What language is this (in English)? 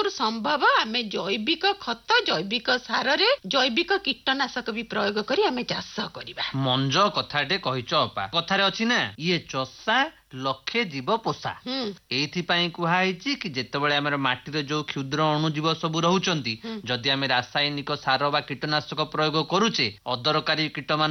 Odia